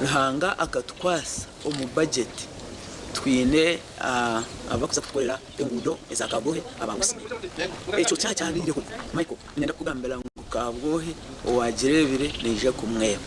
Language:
Nyankole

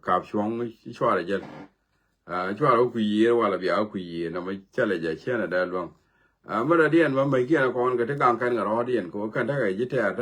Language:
Nuer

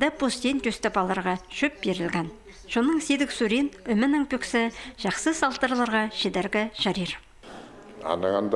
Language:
Khakas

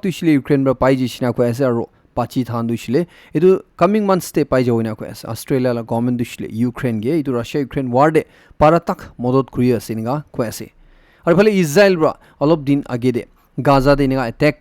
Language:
Naga Pidgin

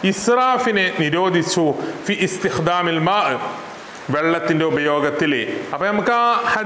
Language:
Malayalam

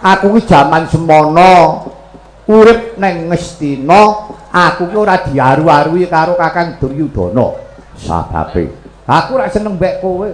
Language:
Javanese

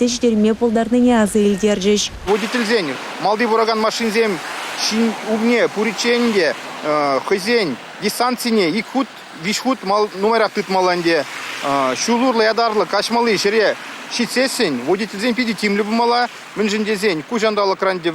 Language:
Chuvash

